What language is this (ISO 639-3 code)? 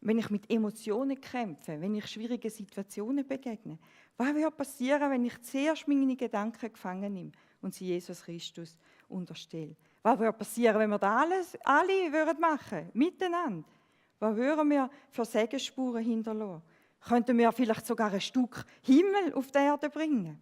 gsw